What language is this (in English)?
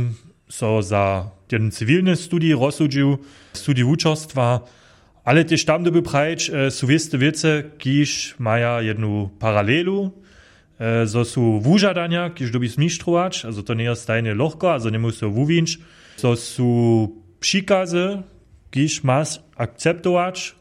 Upper Sorbian